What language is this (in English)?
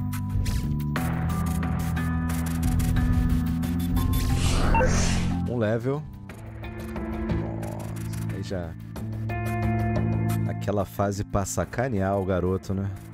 Portuguese